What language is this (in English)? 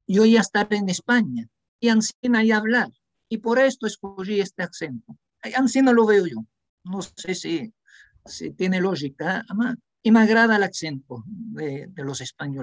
Ladino